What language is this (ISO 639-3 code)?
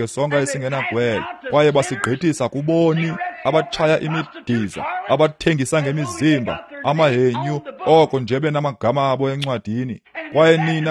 xho